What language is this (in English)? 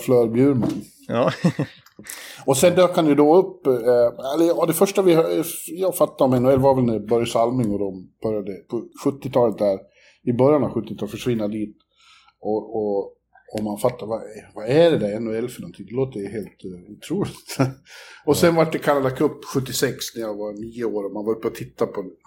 Swedish